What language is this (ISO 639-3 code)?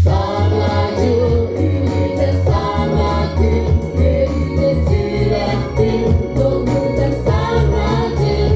sah